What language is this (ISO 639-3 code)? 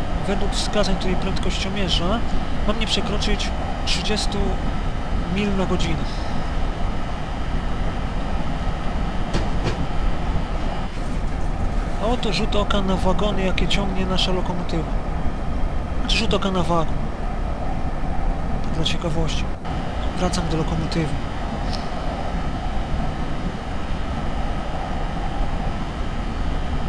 pol